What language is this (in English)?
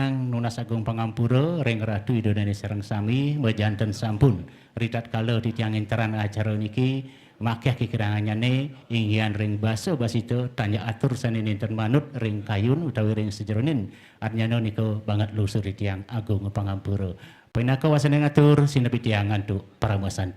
Balinese